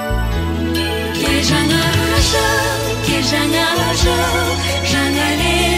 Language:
Kazakh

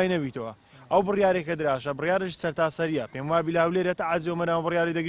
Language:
Central Kurdish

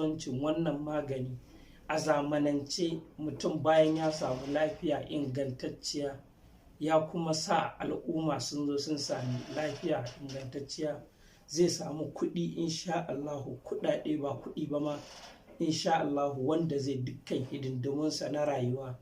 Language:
Hausa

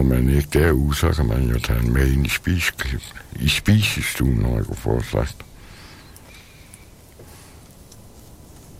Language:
Danish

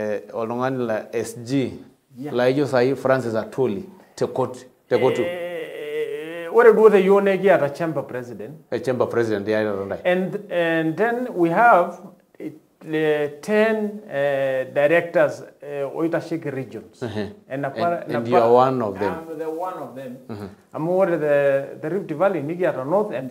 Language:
Masai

